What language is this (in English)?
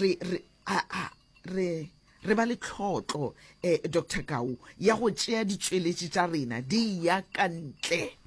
Northern Sotho